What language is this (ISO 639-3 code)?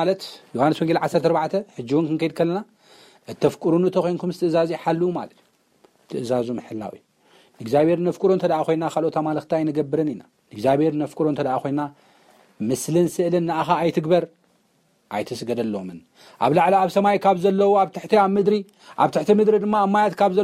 tir